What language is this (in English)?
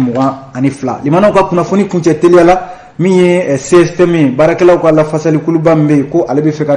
Bambara